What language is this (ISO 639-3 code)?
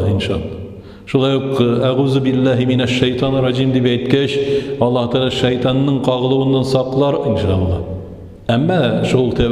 tat